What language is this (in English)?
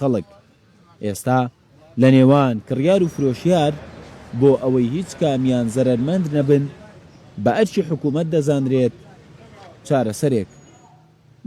Central Kurdish